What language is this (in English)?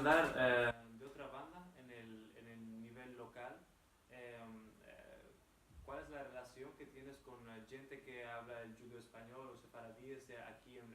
Ladino